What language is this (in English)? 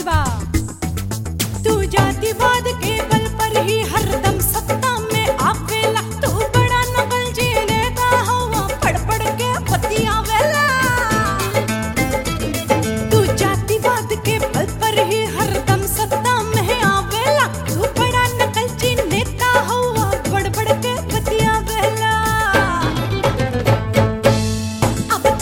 Bhojpuri